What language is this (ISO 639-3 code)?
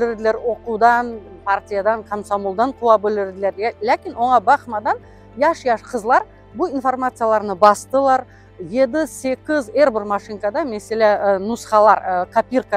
crh